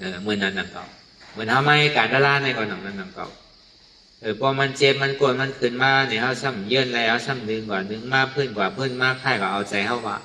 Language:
Shan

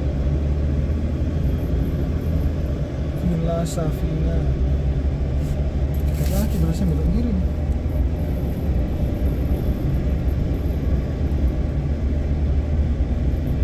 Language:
Indonesian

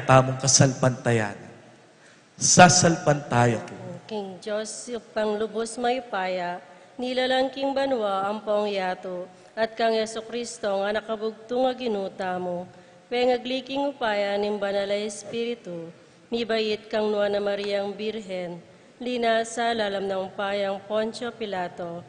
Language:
Pampanga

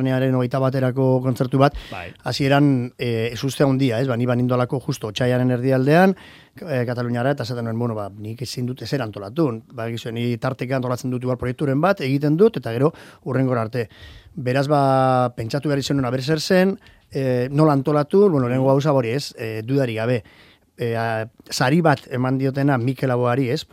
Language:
Basque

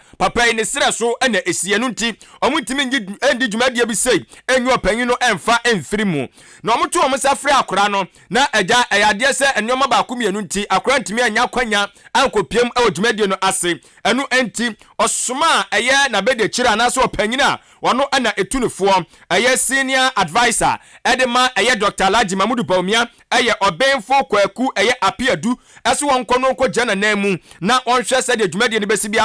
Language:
Akan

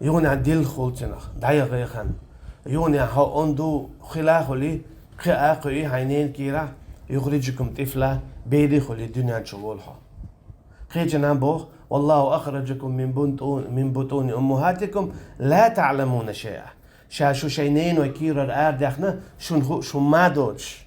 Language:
Chechen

